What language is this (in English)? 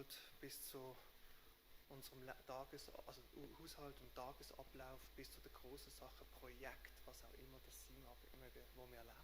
Swiss German